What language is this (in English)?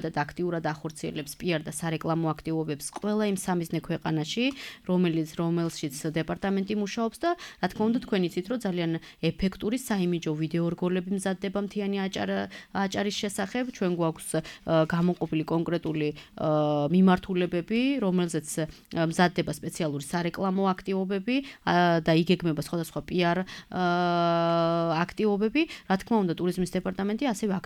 Georgian